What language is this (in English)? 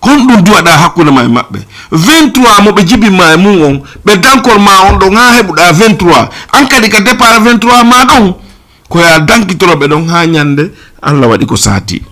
Fula